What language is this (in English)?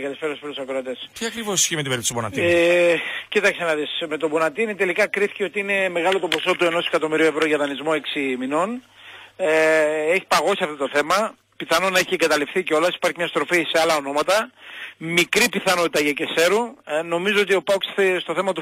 Greek